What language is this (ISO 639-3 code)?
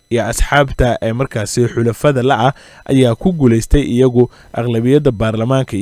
som